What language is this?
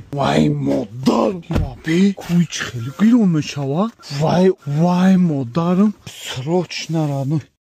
Tajik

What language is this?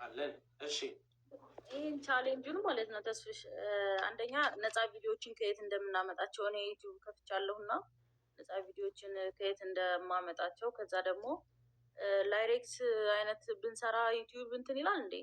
Amharic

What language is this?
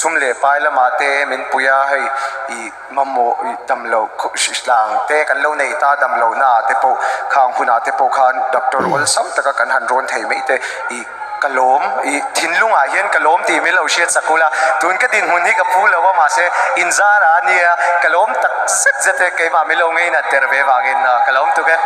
Mizo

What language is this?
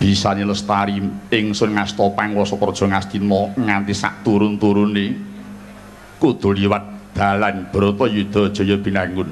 Javanese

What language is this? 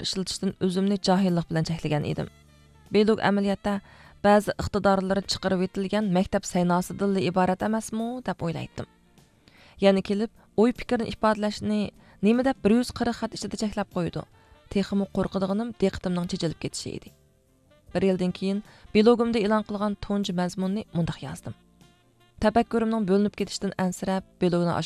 Uyghur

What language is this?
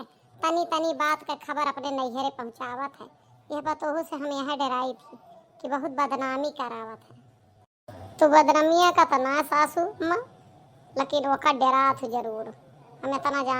Awadhi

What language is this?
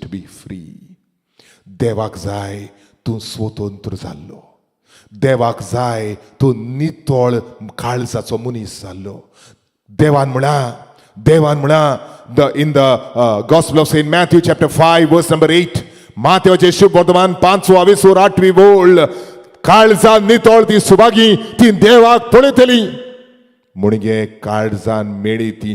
Konkani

